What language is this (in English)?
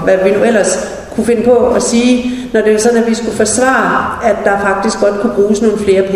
Danish